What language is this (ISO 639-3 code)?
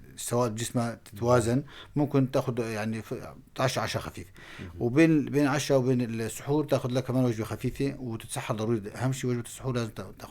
apc